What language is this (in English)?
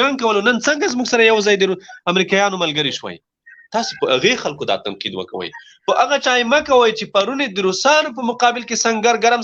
Pashto